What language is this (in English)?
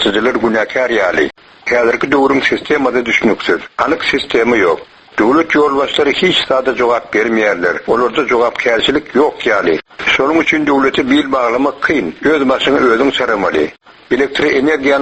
Turkmen